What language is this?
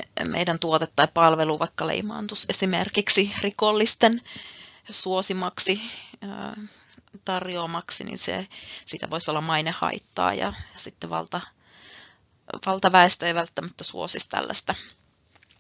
Finnish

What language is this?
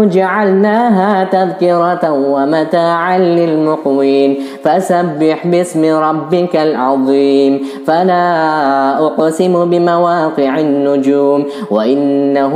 Arabic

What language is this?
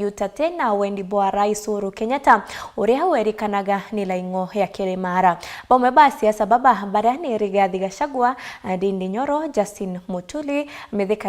Meru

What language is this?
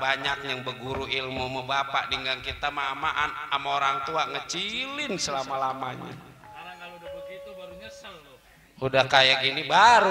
Betawi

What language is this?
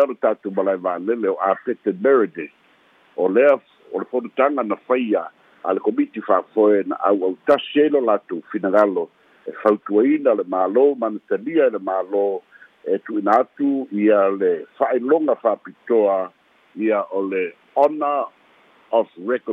Samoan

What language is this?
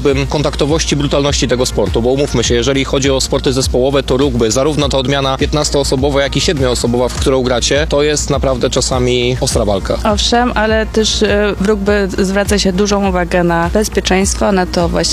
Polish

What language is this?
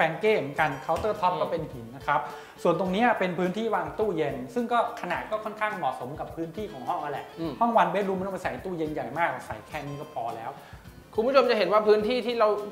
Thai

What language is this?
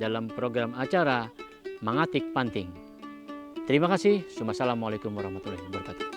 Banjar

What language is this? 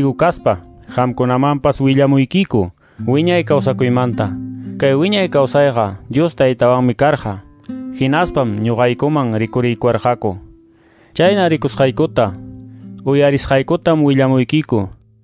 Quechua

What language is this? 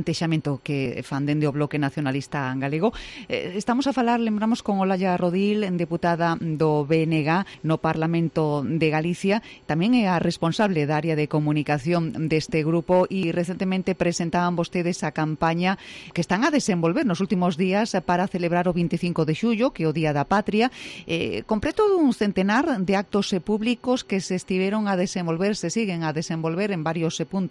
Galician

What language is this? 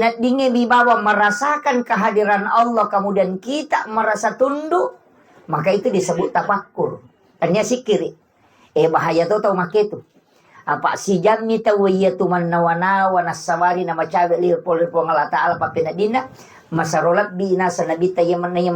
Buginese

